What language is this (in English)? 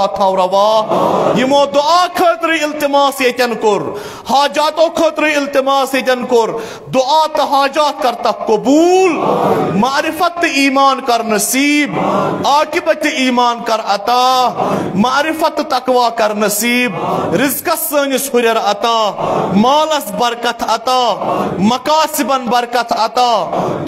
Kashmiri